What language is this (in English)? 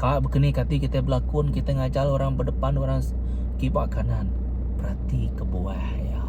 Iban